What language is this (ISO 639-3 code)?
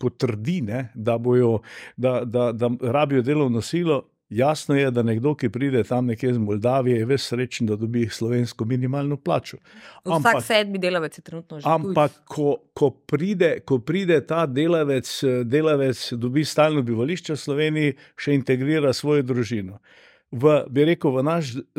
slv